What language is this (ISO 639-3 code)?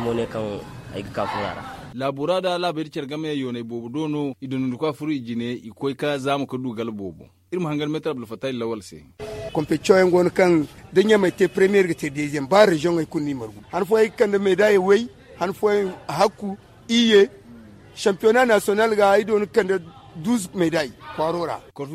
dje